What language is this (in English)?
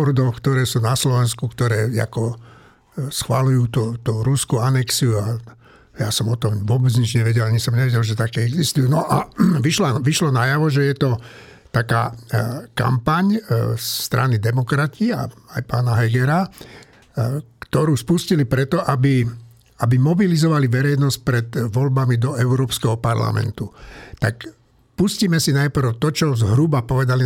Slovak